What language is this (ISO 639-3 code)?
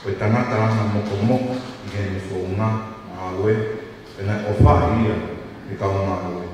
ton